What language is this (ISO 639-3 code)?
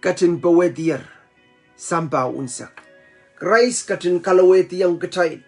pon